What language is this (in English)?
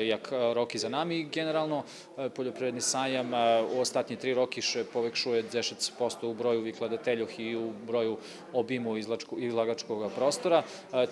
Rusyn